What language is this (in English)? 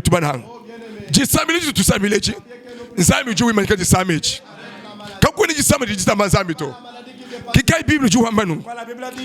Luba-Lulua